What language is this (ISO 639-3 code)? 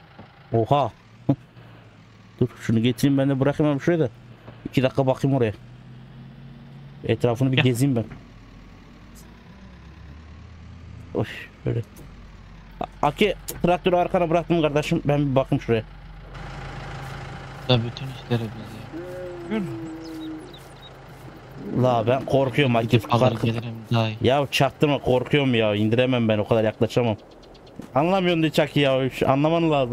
tur